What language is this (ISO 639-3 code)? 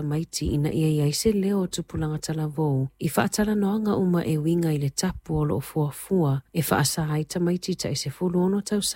smo